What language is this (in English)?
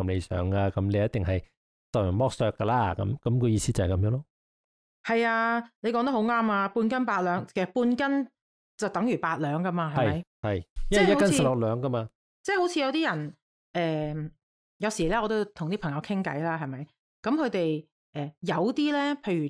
Cantonese